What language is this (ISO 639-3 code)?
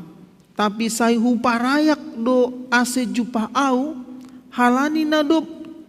bts